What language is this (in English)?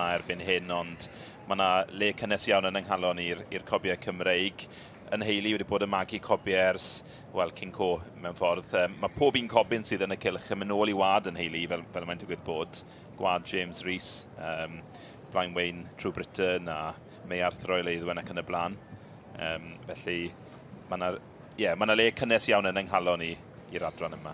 Welsh